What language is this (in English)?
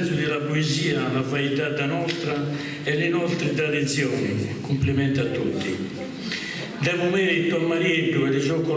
Sardinian